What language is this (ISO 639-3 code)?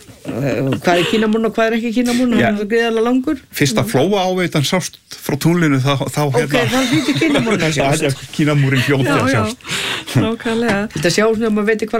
isl